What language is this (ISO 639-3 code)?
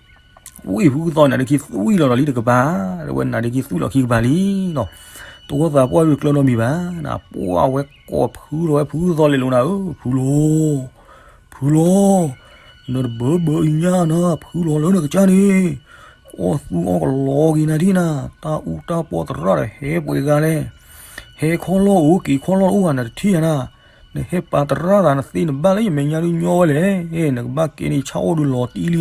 ksw